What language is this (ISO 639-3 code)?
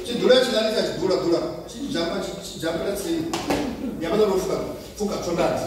ven